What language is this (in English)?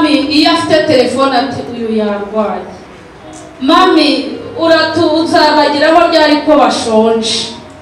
Kinyarwanda